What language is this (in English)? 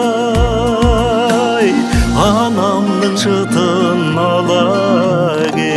Kazakh